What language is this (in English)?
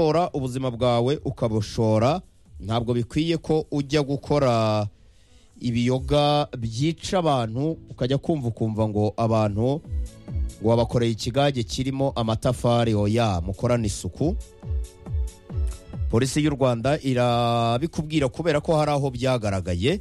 Kinyarwanda